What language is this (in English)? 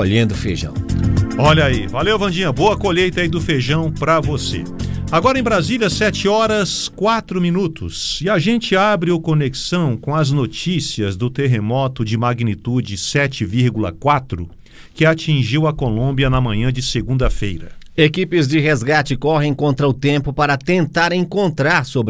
Portuguese